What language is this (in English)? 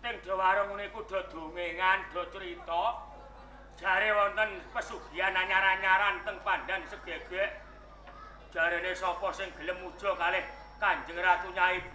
Javanese